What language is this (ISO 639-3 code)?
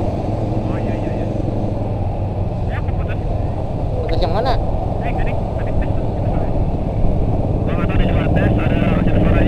ind